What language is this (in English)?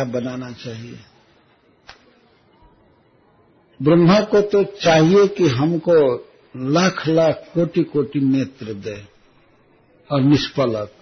Hindi